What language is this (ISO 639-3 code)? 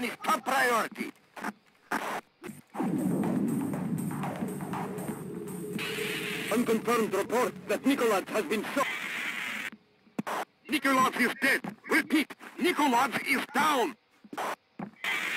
eng